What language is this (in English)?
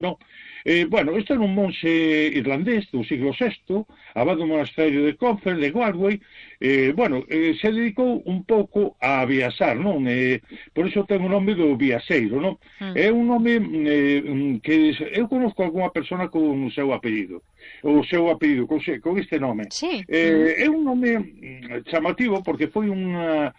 Galician